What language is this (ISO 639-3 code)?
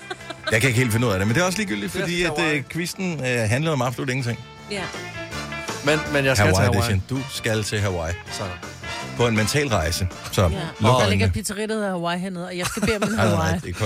dan